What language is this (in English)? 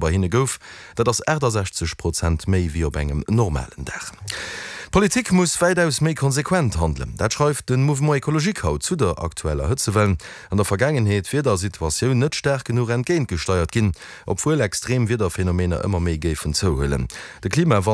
Luxembourgish